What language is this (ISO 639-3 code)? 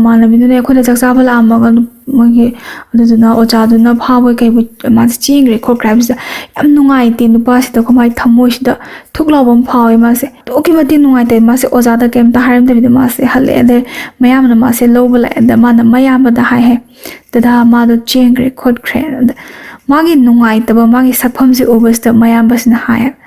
mni